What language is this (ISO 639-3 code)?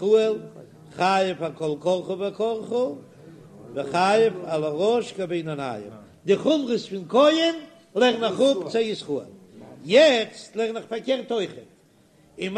yid